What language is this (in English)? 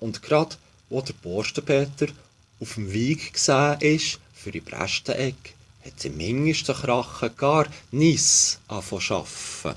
Swiss German